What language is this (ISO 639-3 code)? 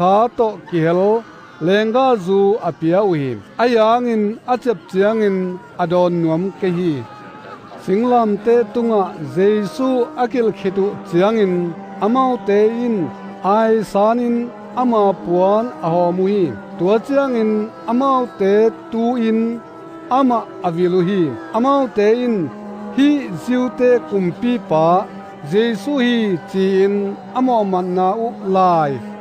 ctd